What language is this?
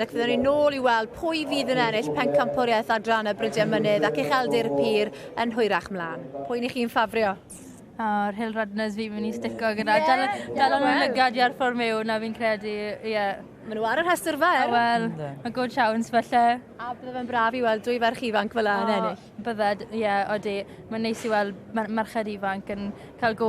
Welsh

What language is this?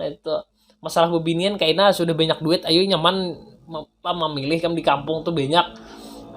Banjar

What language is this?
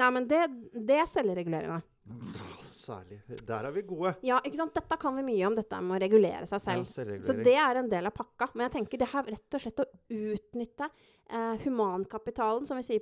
Norwegian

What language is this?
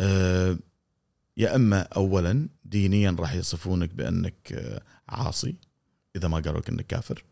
Gulf Arabic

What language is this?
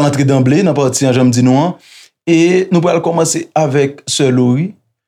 Haitian Creole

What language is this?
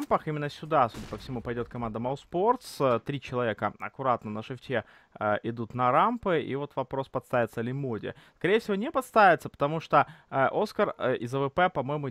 Russian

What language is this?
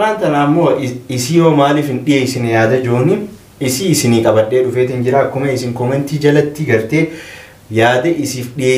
Oromo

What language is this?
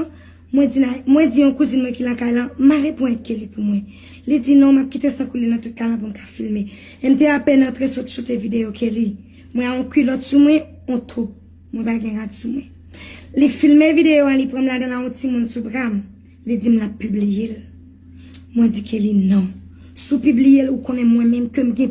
Haitian Creole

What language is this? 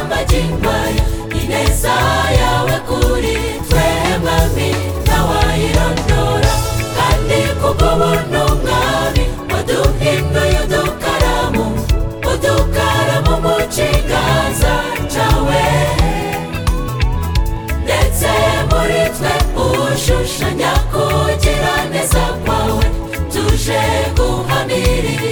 Kinyarwanda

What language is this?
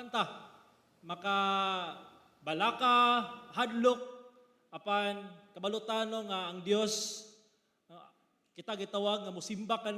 Cebuano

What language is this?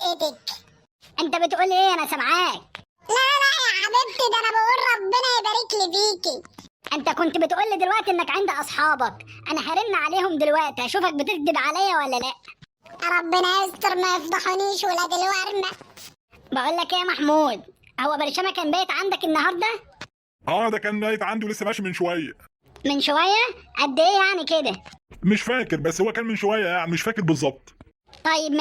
Egyptian Arabic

